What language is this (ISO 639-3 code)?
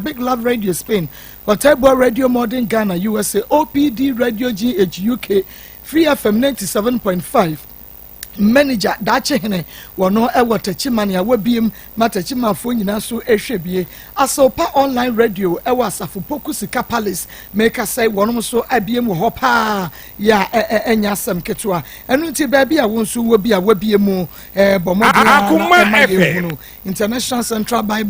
aka